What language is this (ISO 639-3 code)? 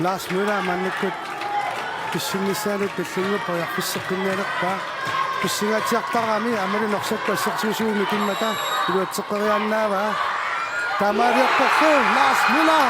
kal